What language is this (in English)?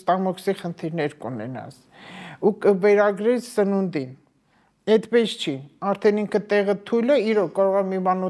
Armenian